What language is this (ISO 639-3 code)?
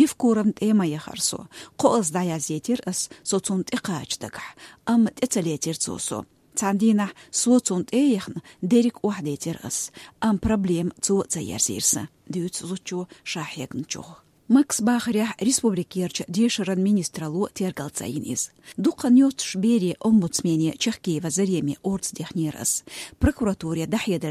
che